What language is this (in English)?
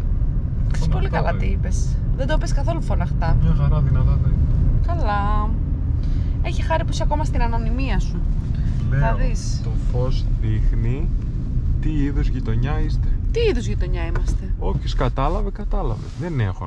Greek